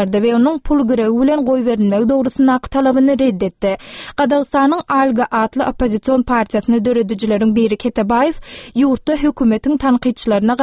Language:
Turkmen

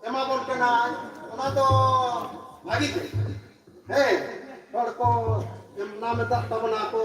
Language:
Santali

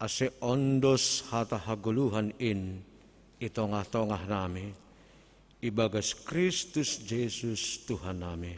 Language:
Batak Simalungun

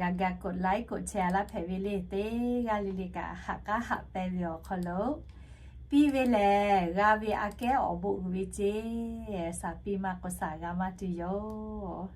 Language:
Lahu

